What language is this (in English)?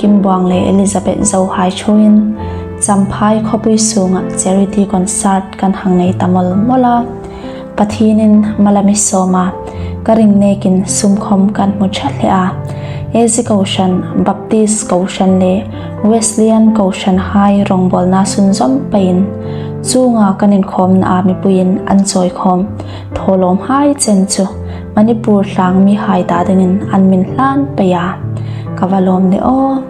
Hmar